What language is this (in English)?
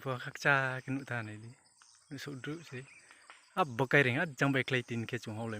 Riang (India)